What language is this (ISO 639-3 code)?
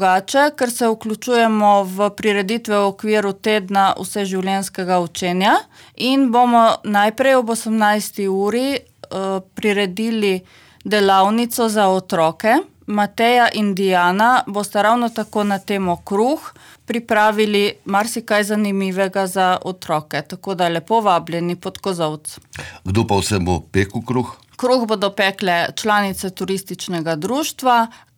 slv